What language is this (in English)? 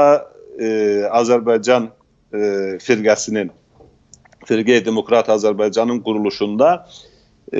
South Azerbaijani